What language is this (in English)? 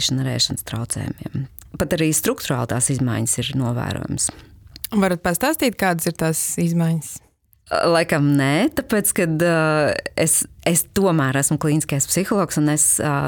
Latvian